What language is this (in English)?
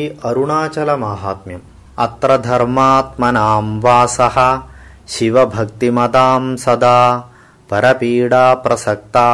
Sanskrit